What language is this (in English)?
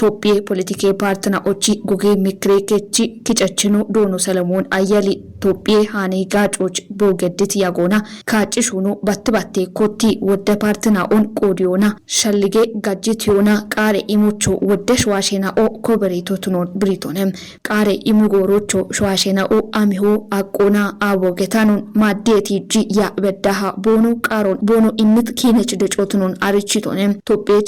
Kafa